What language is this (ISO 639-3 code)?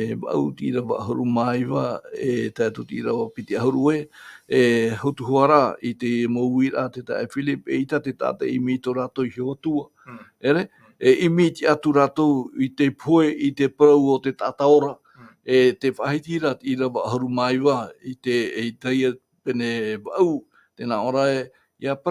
tah